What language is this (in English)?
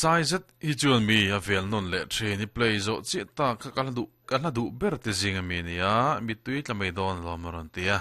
Mizo